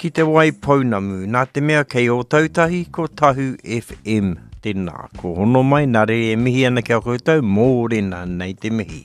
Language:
Māori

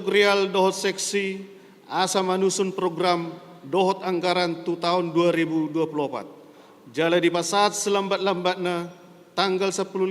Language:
Batak Toba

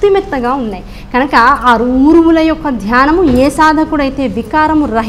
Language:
Telugu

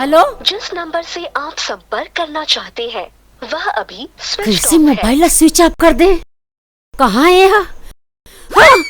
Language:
Chhattisgarhi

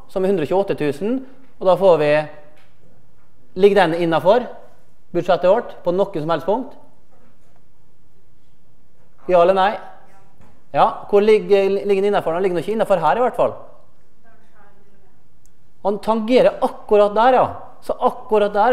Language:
Norwegian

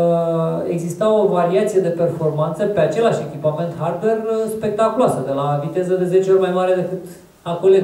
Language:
Romanian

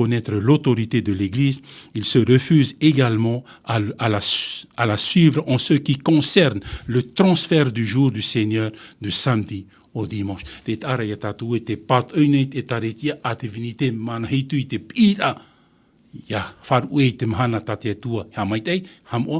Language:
Tahitian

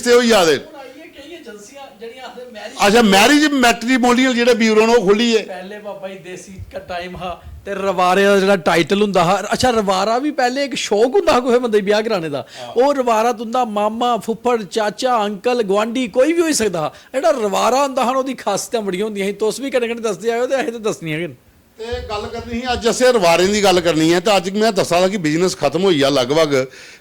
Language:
Dogri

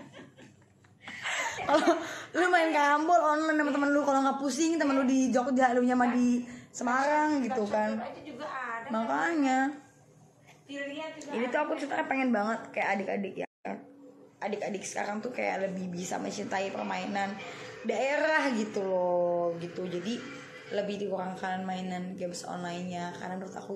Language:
Indonesian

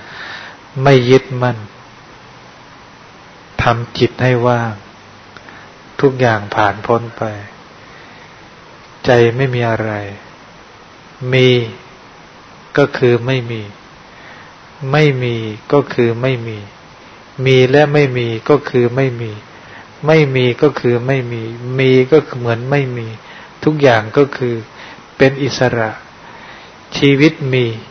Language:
Thai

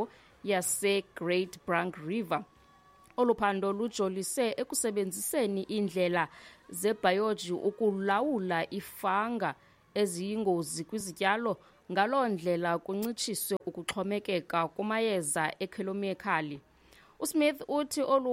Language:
Xhosa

